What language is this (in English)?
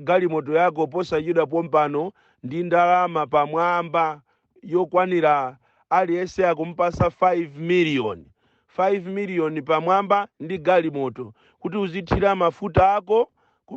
Nyanja